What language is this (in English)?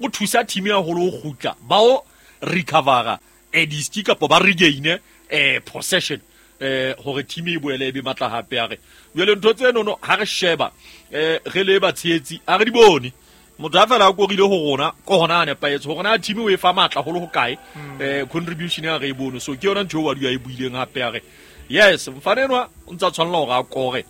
Southern Sotho